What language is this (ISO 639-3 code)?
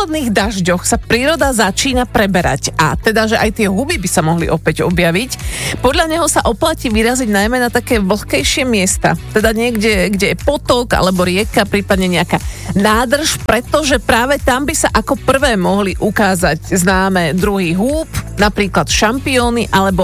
slk